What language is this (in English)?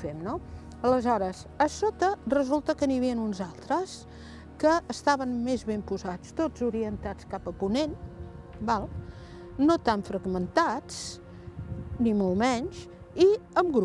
Catalan